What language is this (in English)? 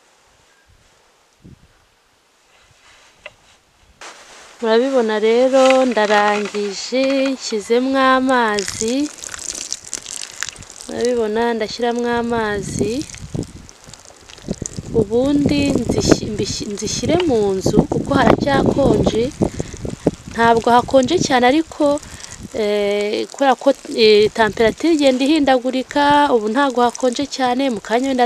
Kinyarwanda